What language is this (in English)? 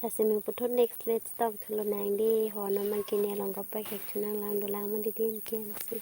Karbi